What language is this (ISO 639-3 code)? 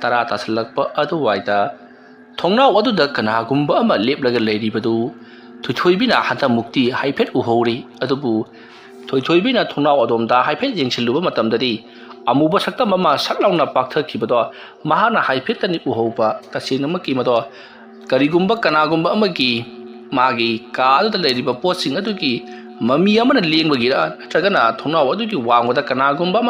mni